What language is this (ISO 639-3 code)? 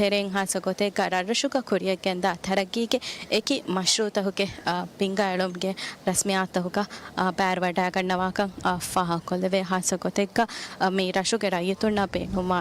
div